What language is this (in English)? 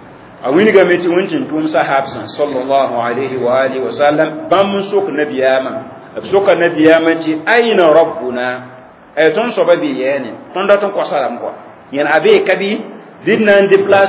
Mossi